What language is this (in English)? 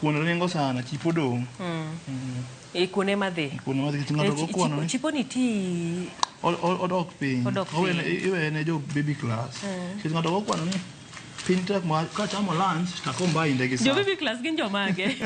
Luo (Kenya and Tanzania)